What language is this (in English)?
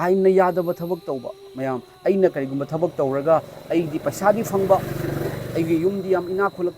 Manipuri